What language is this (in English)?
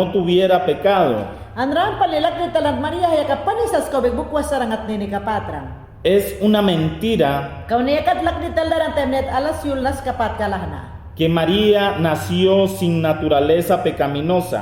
Mayangna